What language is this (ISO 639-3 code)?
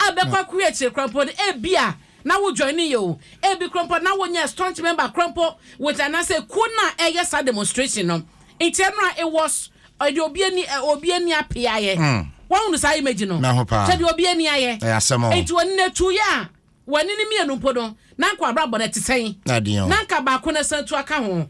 aka